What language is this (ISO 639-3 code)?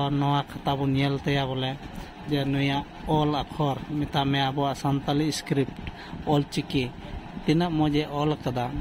sat